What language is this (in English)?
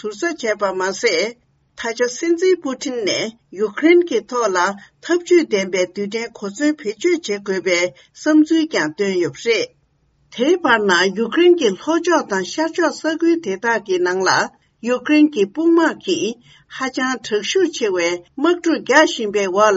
Tibetan